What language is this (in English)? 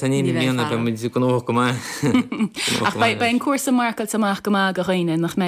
Irish